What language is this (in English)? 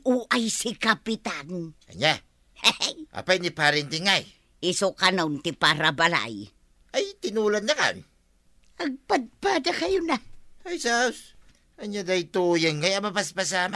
Iloko